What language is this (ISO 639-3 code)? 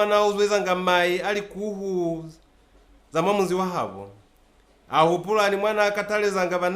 loz